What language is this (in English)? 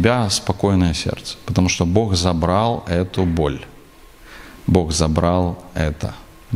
Russian